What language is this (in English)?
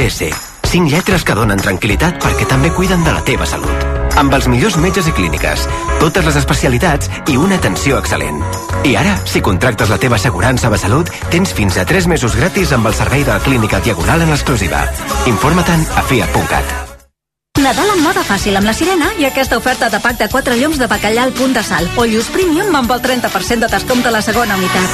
Catalan